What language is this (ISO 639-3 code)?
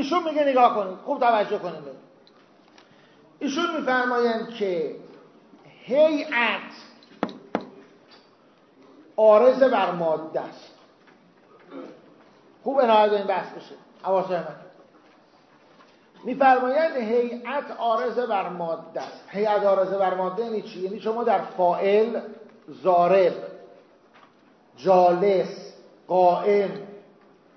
fas